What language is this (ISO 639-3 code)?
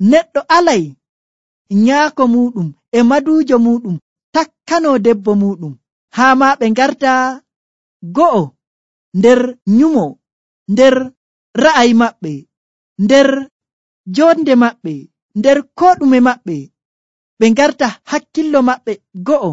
fuv